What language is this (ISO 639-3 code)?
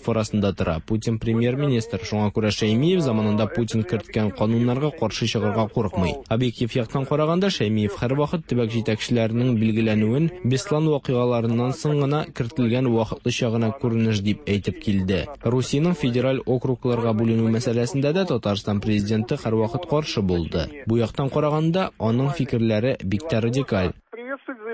tat